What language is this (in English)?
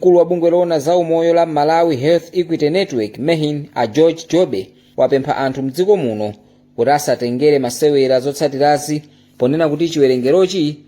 Nyanja